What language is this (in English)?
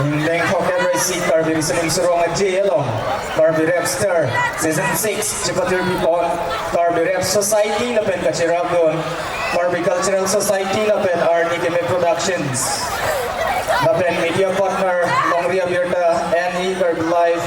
Karbi